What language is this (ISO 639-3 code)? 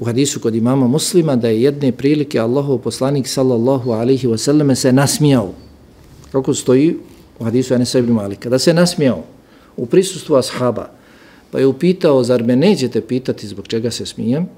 bos